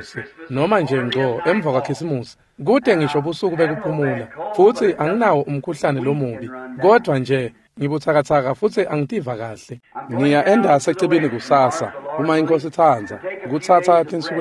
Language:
Swati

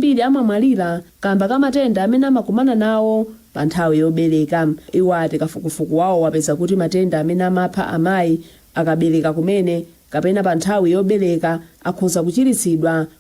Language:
Nyanja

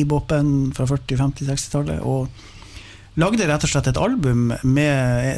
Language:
Norwegian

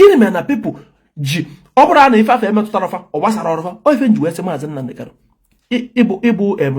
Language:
Igbo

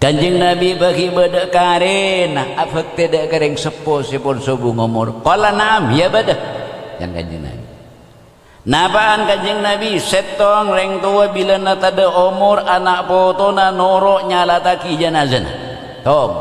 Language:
Madurese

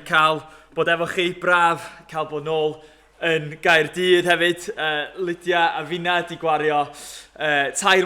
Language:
Welsh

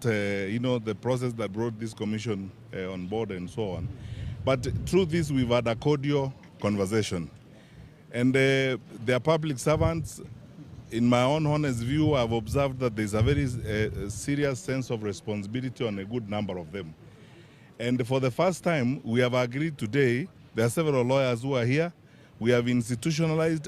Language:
Gusii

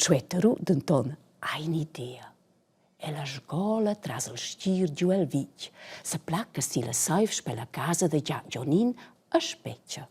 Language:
Romansh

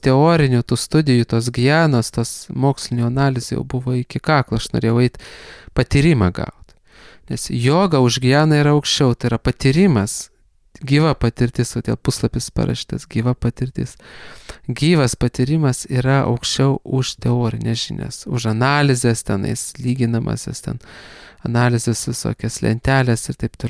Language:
Lithuanian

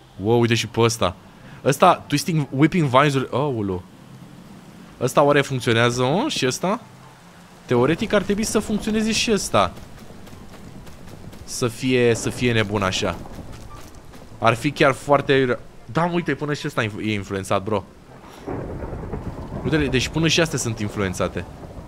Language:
Romanian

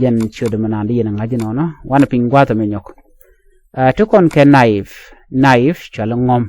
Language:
Nuer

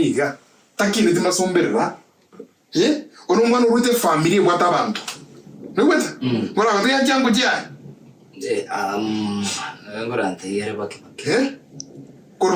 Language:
Gusii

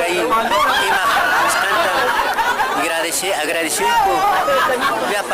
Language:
Quechua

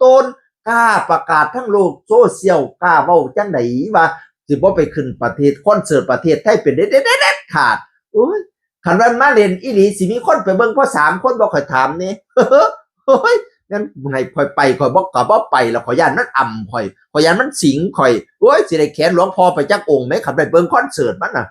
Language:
Northeastern Thai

